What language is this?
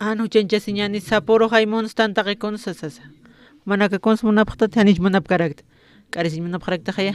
Aymara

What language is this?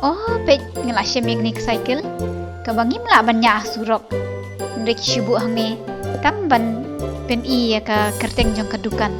Khasi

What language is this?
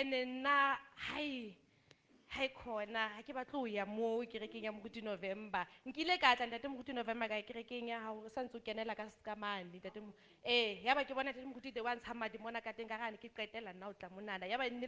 Southern Sotho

